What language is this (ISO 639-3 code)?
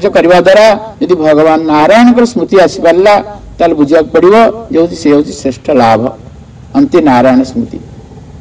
ori